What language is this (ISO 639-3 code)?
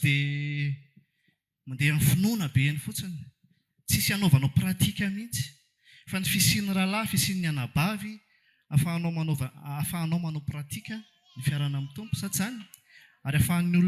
mlg